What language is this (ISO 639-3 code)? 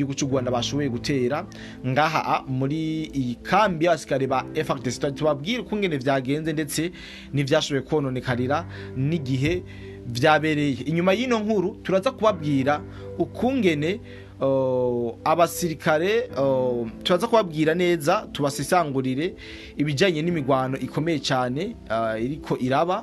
run